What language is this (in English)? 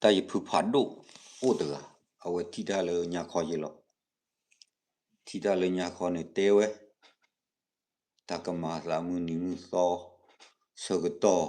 S'gaw Karen